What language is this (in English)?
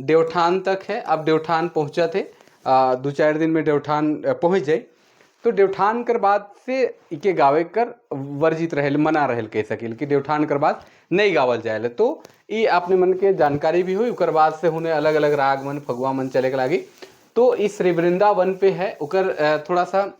Sadri